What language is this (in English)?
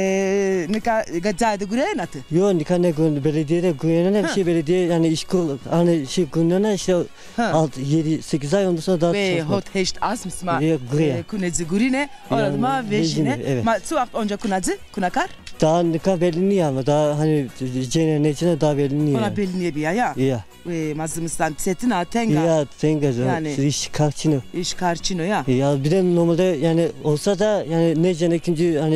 Zaza